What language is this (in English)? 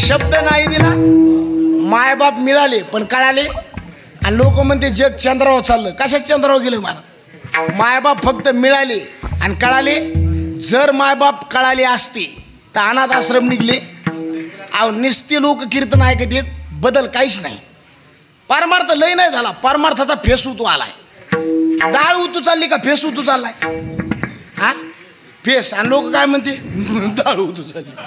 Marathi